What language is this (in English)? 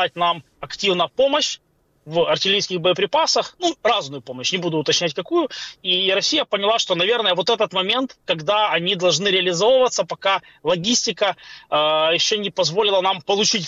Russian